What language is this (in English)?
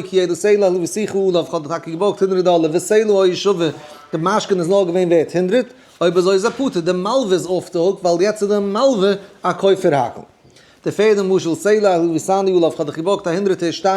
Yiddish